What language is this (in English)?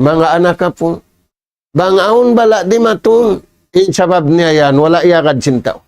Tausug